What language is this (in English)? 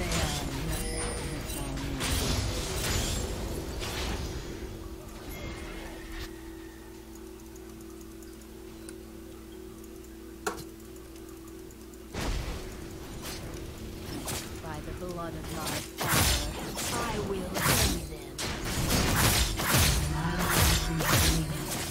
English